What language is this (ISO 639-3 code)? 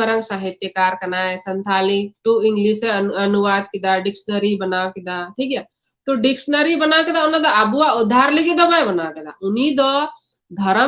sat